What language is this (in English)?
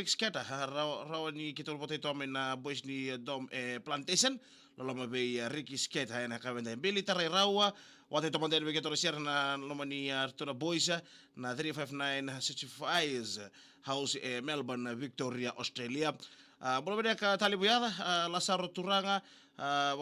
Fijian